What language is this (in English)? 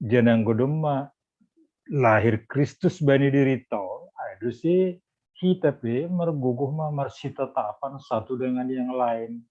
Batak Simalungun